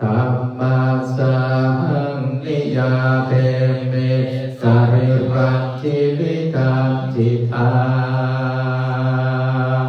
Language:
Pali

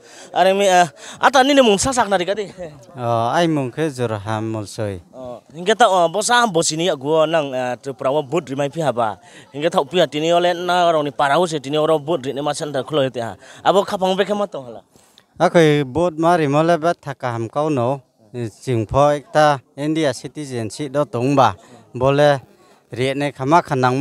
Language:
Riang (India)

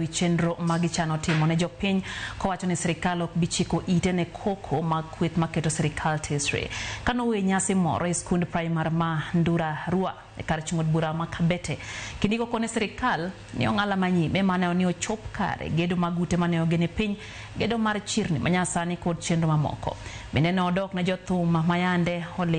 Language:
Luo (Kenya and Tanzania)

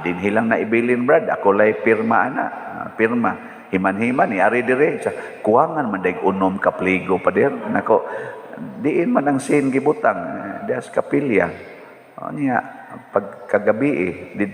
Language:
Cebuano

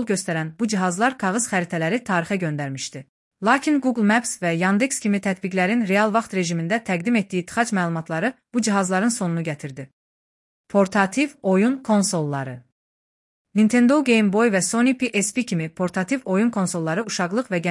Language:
Azerbaijani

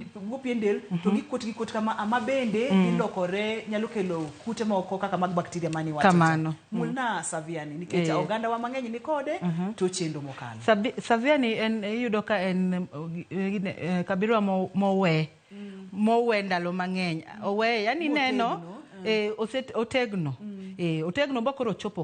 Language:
Luo (Kenya and Tanzania)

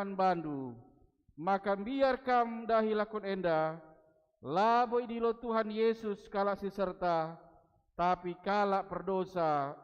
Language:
Batak Karo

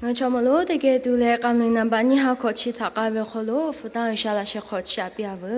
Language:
Lahu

